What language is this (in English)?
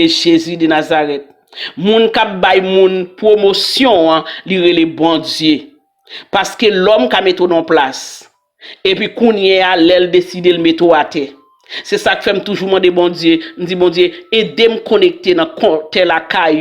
Haitian Creole